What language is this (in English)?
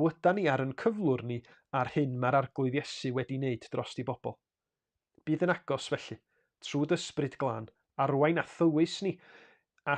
Welsh